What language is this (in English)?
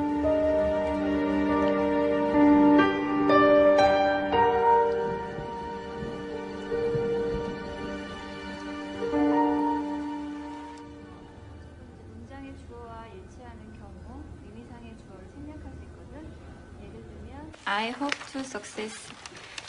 Korean